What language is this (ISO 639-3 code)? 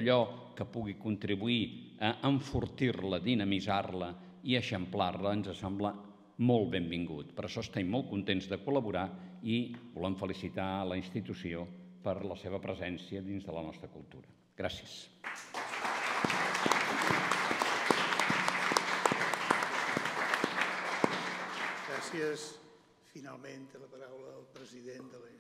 cat